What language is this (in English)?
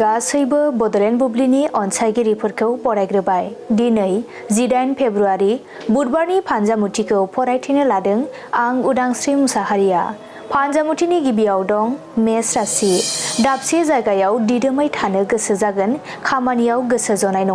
Bodo